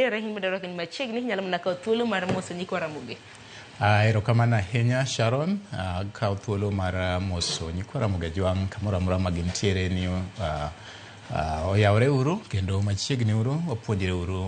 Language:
Luo (Kenya and Tanzania)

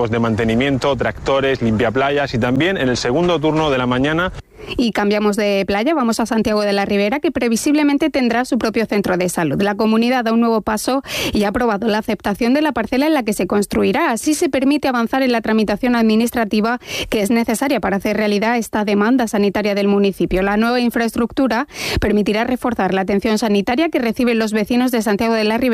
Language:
Spanish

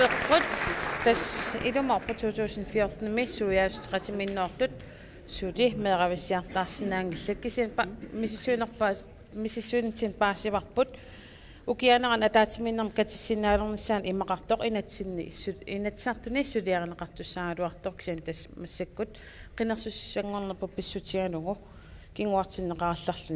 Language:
Kalaallisut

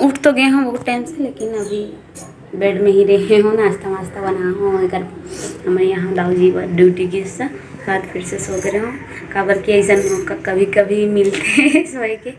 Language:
Chhattisgarhi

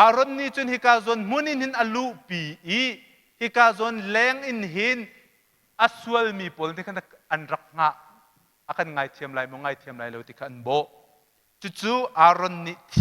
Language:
Hakha Chin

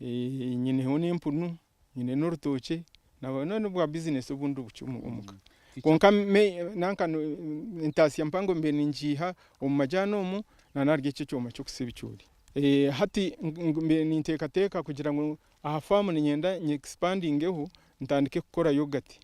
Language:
Nyankole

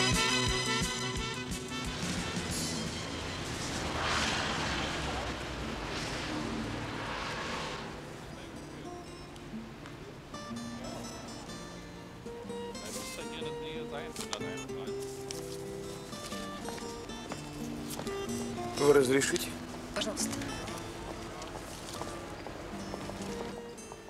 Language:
Russian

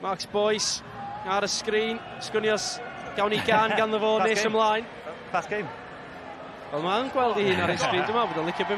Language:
Welsh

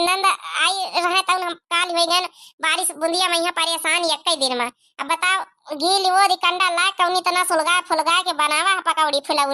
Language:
Awadhi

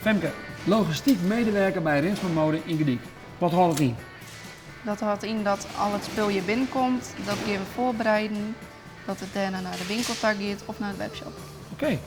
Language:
Western Frisian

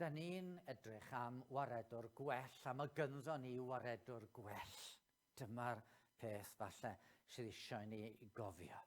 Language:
Welsh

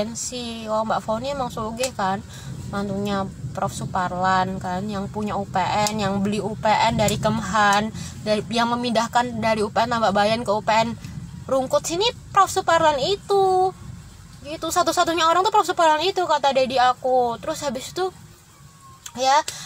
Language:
Indonesian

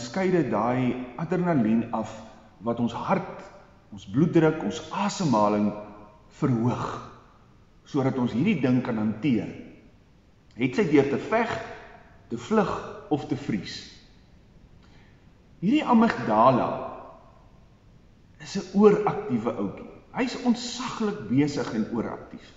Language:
Afrikaans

